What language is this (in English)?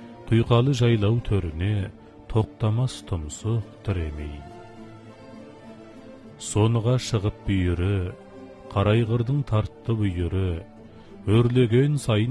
Kazakh